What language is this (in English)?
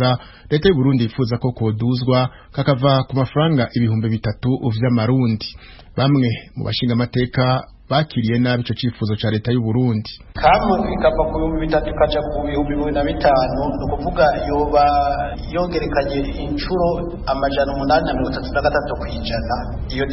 Rundi